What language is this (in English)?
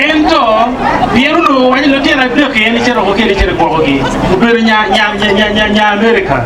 Acoli